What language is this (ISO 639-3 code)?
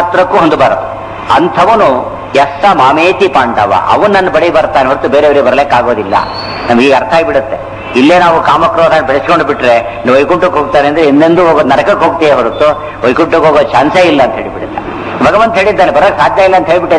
kan